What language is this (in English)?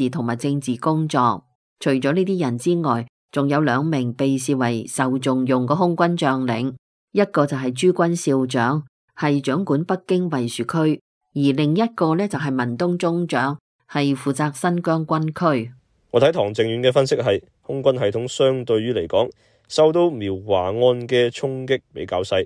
Cantonese